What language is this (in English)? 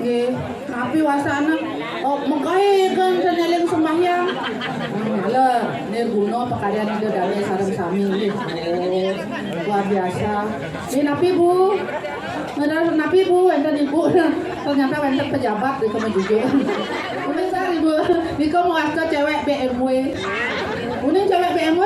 Balinese